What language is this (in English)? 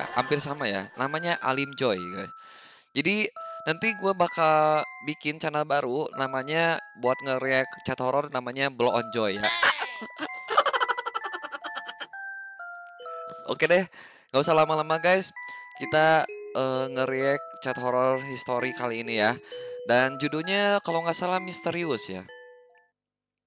Indonesian